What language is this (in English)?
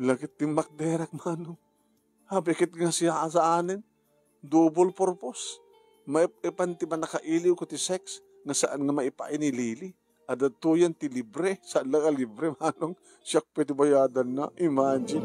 Iloko